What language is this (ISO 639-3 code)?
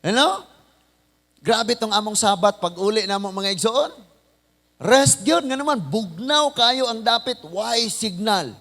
ceb